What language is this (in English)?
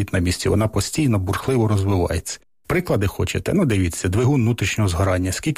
Ukrainian